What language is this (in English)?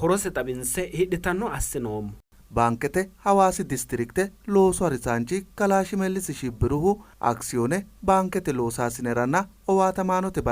Sidamo